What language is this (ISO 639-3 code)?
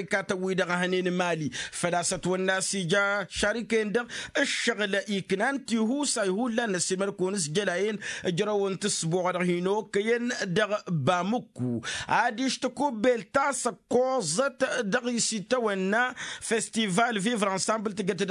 taq